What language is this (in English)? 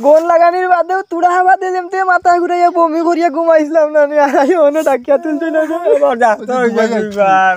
Sylheti